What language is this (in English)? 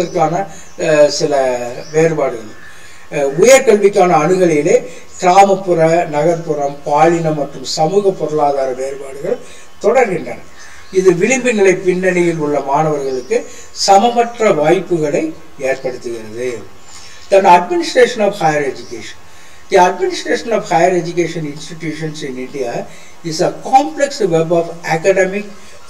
Tamil